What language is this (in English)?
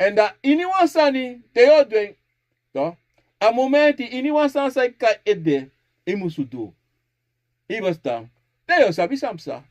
Sranan Tongo